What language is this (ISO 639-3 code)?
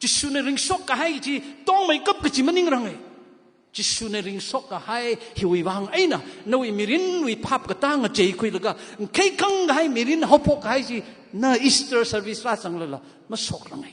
nmf